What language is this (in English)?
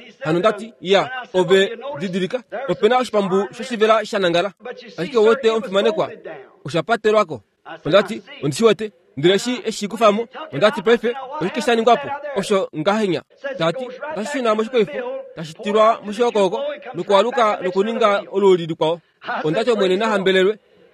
Kuanyama